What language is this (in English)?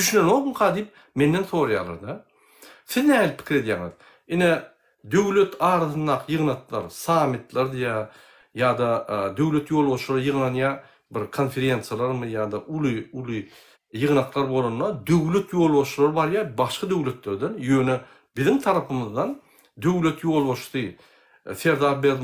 Turkmen